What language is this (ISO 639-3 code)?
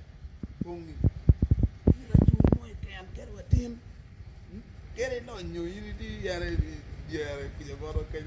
ach